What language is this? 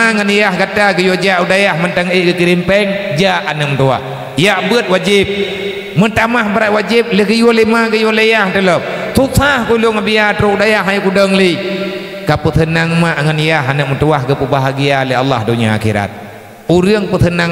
Achinese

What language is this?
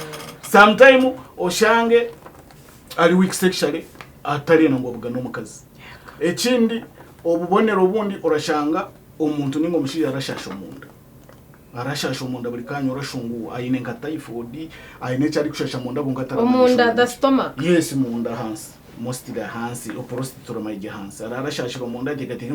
Nyankole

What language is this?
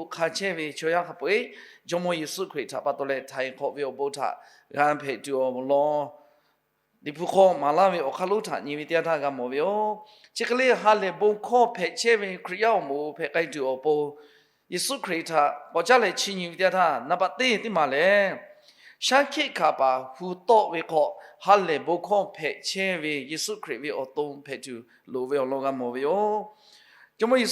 Lahu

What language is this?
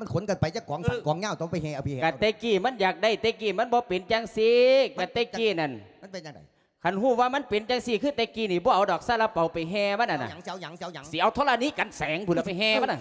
Lao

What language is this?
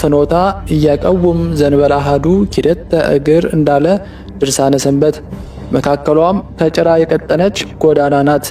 Amharic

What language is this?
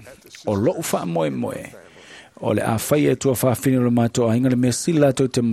Samoan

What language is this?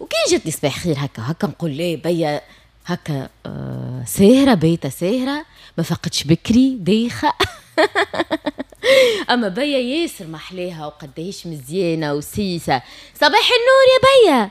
Tunisian Arabic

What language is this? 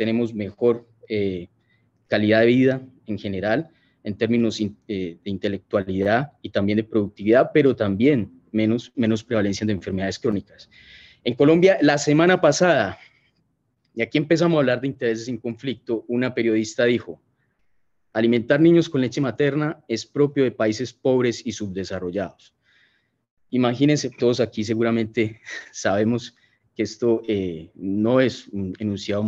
Spanish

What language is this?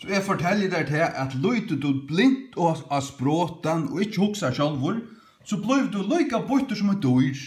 Faroese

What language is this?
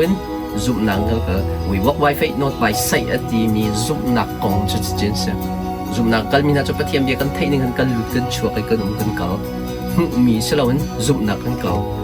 Hakha Chin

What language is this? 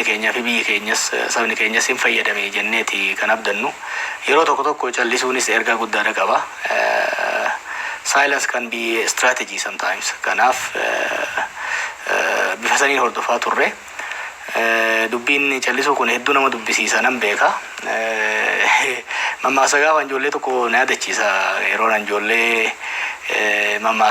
Oromo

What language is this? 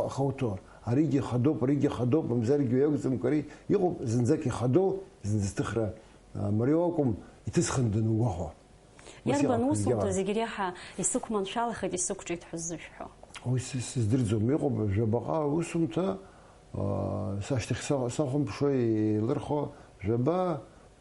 Abkhazian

